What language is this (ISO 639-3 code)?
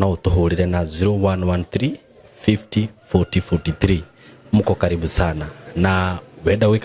kik